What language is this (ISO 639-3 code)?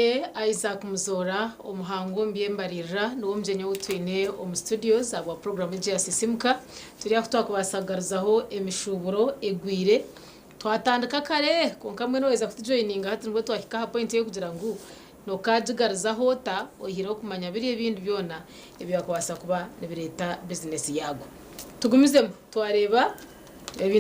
nyn